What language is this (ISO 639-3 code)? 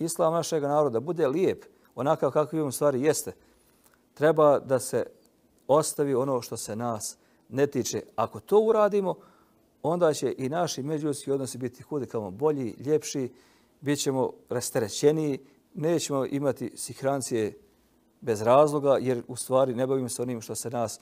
bos